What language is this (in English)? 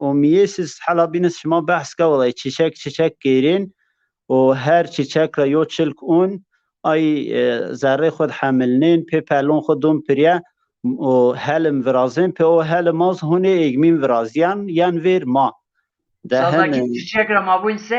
Zaza